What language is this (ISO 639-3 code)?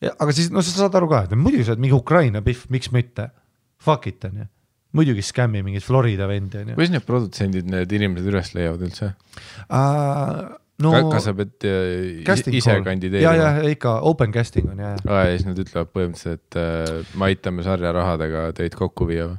est